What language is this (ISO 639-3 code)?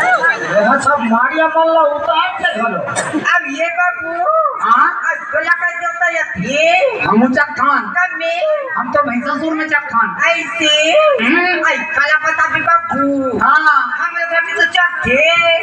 hne